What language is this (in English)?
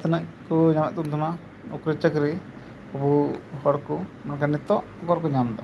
Santali